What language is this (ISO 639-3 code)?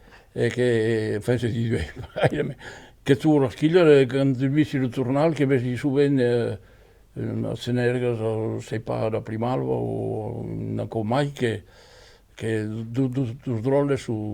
oci